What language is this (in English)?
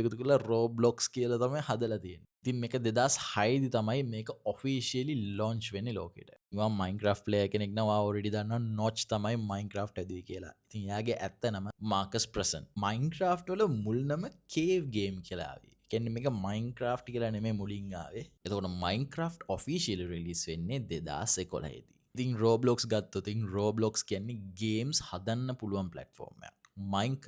Sinhala